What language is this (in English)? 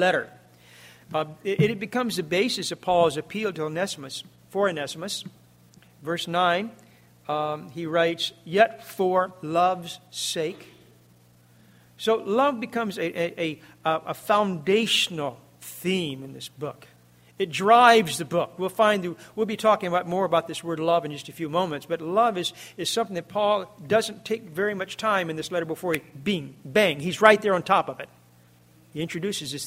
English